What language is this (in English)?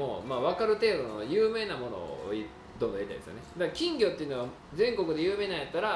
Japanese